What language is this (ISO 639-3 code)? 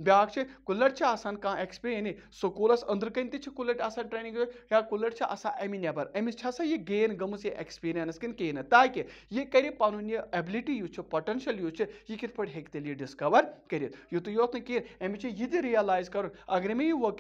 kas